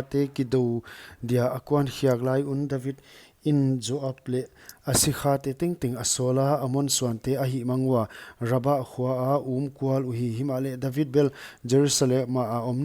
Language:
Paite Chin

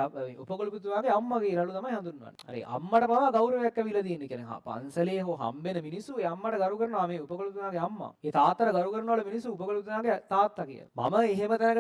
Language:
Sinhala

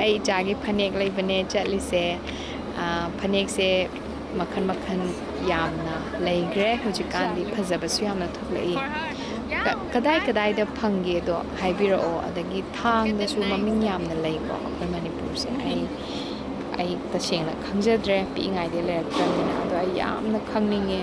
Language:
Manipuri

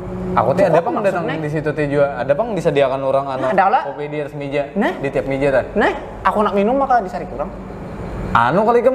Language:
Banjar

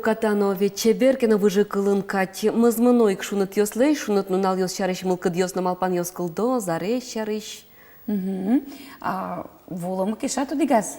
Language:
Udmurt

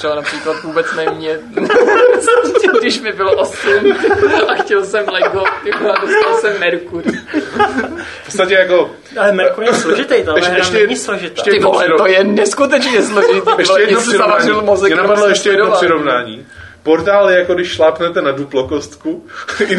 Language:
Czech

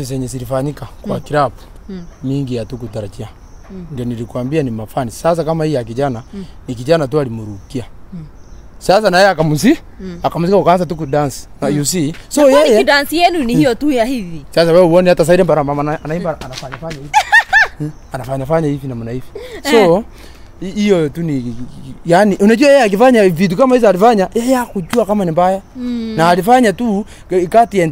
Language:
Swahili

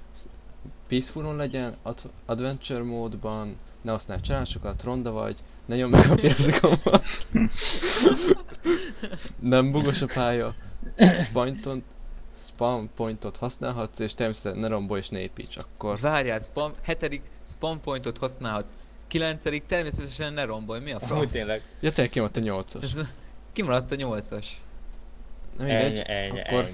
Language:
Hungarian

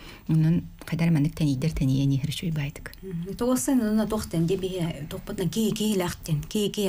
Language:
Yakut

